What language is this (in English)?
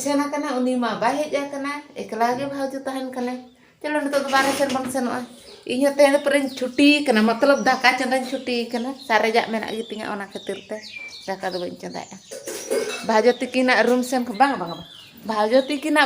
Santali